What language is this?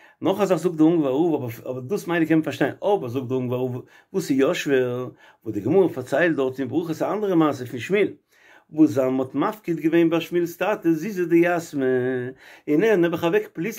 Yiddish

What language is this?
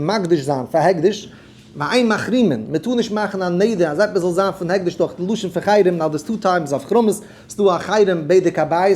Yiddish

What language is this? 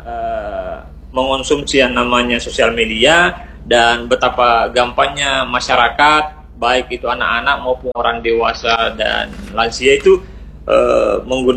Indonesian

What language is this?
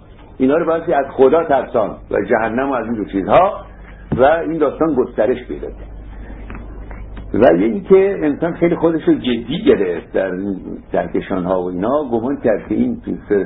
Persian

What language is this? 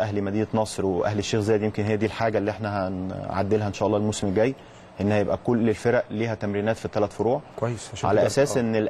Egyptian Arabic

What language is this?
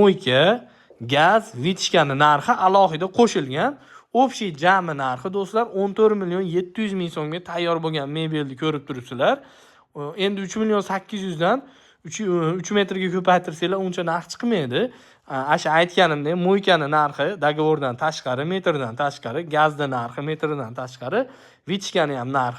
Uzbek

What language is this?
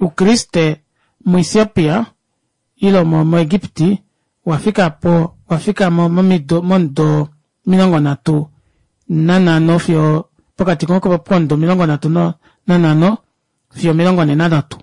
Kuanyama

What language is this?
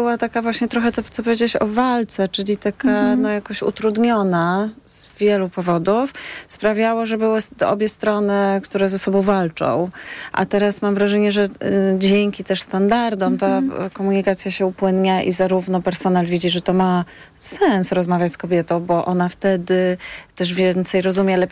Polish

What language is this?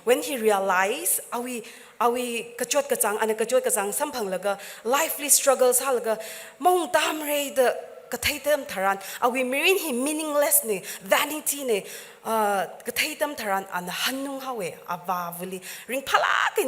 Tangkhul Naga (India)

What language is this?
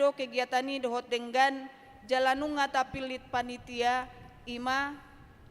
Batak Toba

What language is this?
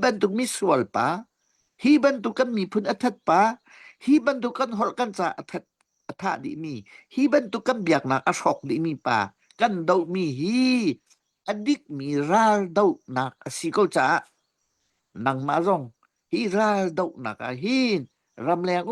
Hakha Chin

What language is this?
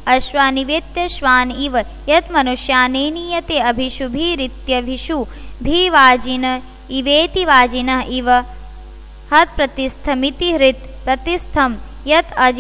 Hindi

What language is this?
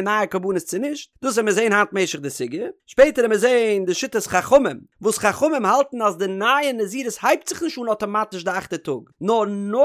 Yiddish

